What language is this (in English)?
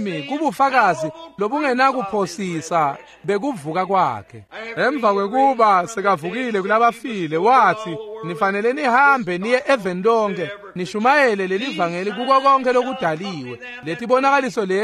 Swati